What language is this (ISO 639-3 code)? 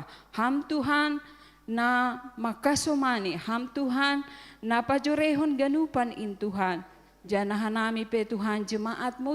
bts